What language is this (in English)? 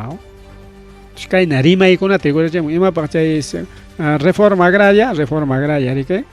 Ayacucho Quechua